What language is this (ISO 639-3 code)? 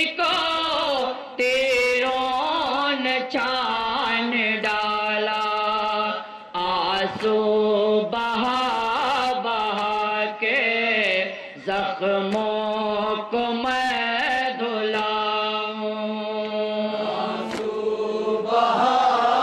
urd